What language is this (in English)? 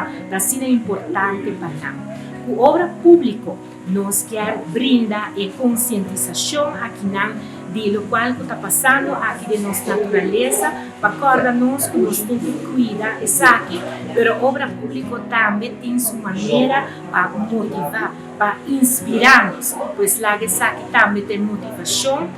Papiamento